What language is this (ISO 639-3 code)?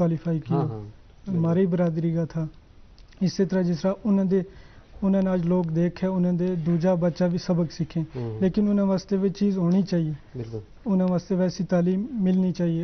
gju